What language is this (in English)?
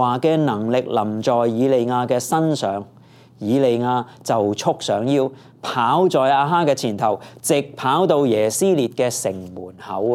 Cantonese